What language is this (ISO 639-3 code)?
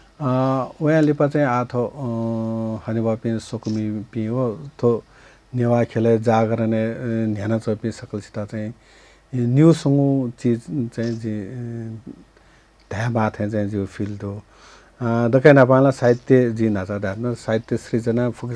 new